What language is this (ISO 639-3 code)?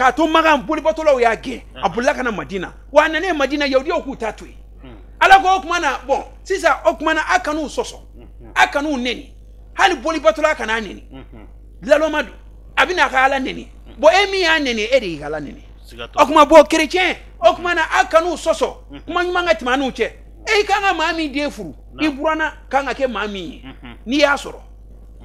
bam